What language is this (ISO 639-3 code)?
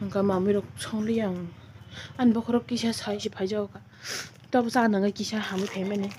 trp